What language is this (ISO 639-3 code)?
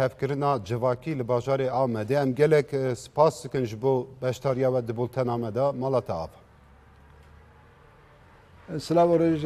kur